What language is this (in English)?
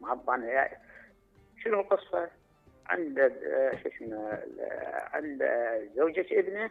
Mesopotamian Arabic